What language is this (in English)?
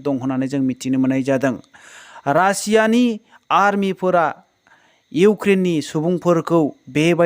Bodo